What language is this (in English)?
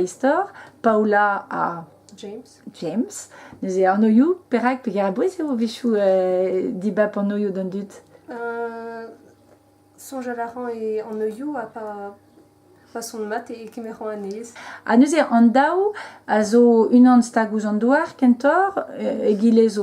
Breton